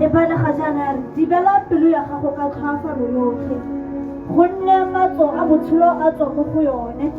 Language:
Tswana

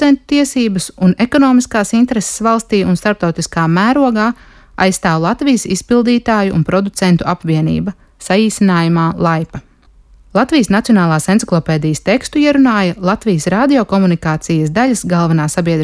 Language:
Latvian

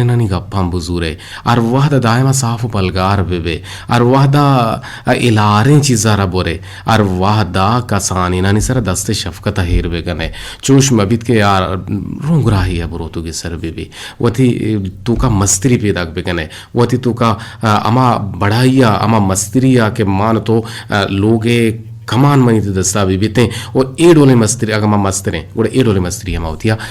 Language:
Eastern Balochi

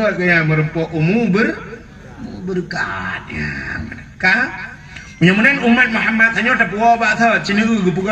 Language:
Achinese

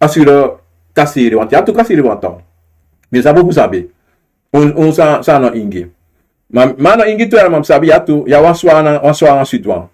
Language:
Sranan Tongo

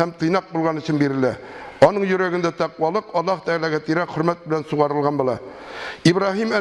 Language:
Tatar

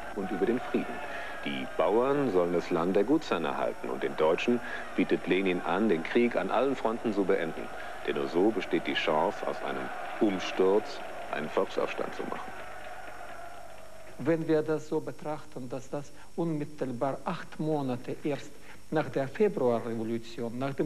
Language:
German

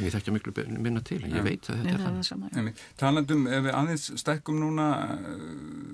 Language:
Icelandic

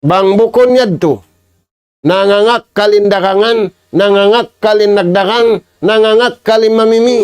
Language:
Tausug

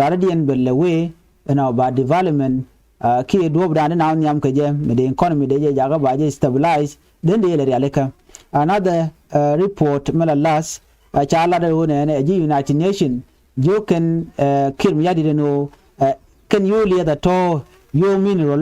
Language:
Nuer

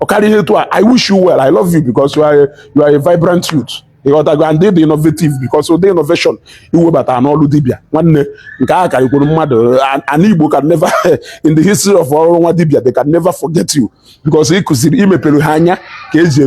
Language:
Igbo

